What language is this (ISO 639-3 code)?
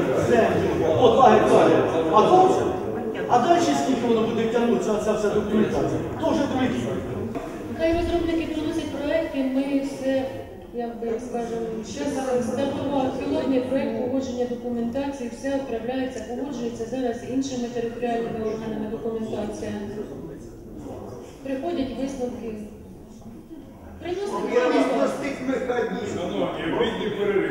ukr